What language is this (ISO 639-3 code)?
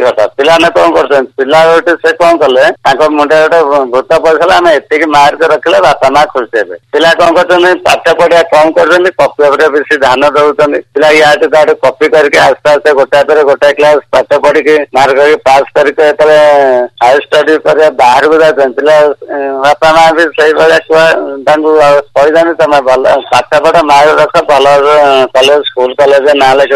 ori